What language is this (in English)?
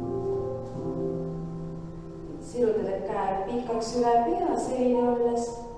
Estonian